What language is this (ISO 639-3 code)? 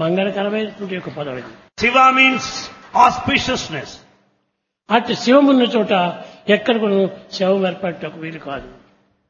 tel